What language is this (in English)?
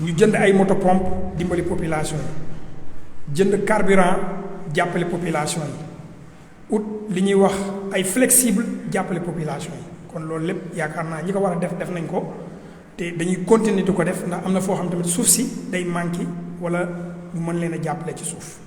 Wolof